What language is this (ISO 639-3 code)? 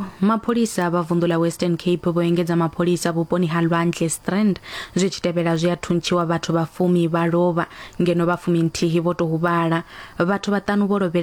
ven